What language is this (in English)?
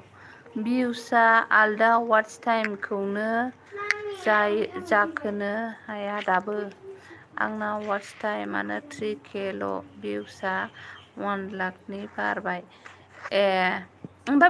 Bodo